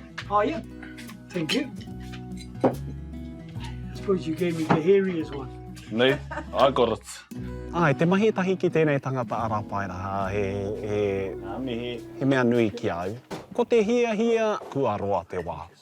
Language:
Māori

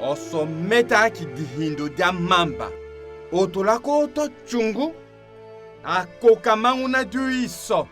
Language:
Tetela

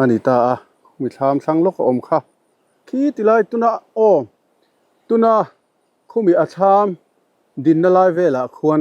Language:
Mizo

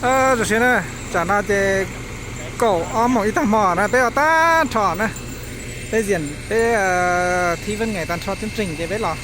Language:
Hmong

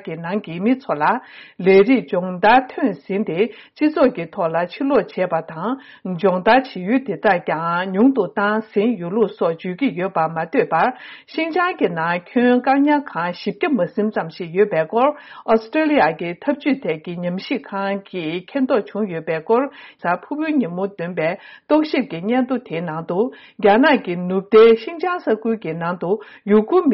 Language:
Tibetan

